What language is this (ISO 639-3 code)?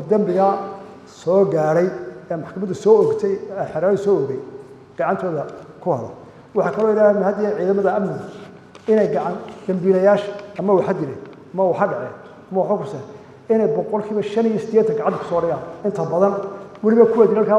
som